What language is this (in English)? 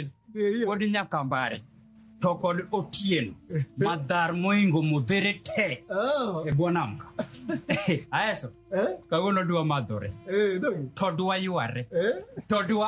Luo (Kenya and Tanzania)